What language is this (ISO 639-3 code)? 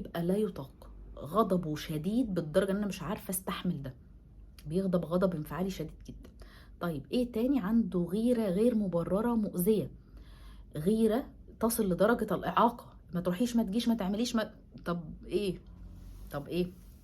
arz